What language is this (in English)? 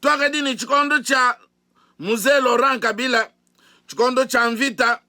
Luba-Lulua